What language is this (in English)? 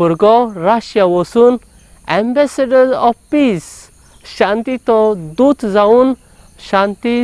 Konkani